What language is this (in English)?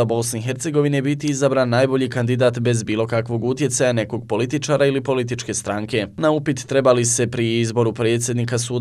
Bosnian